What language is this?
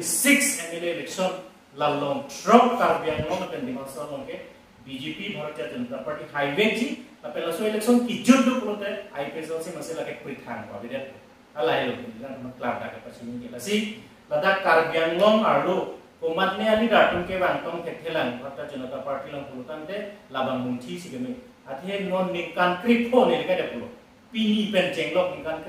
Karbi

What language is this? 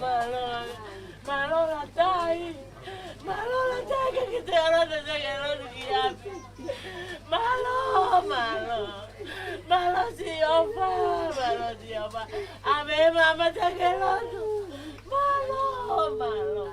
Tongan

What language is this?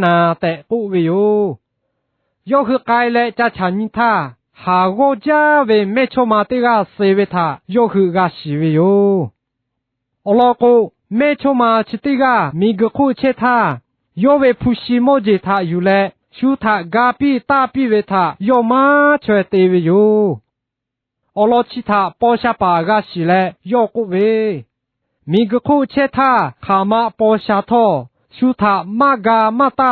Lahu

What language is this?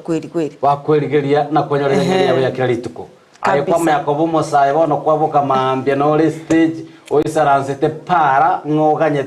Gusii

